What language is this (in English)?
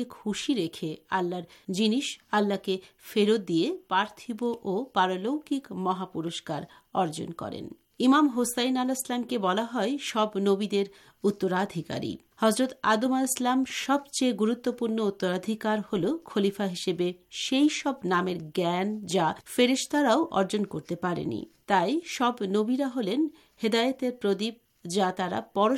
Bangla